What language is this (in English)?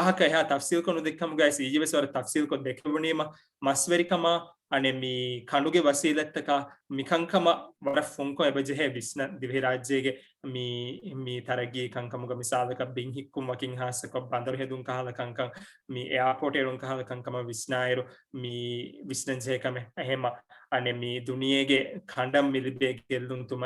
Divehi